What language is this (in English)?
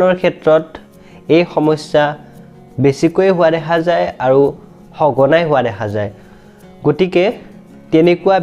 Assamese